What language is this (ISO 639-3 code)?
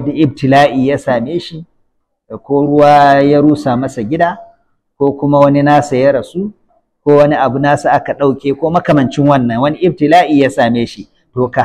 hau